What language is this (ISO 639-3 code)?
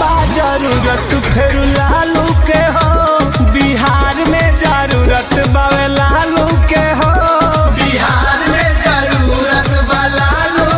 bho